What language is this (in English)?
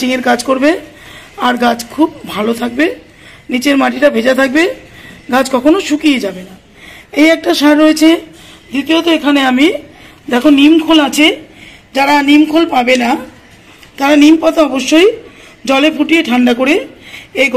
Bangla